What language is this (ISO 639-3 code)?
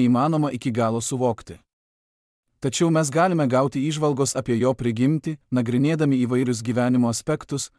lit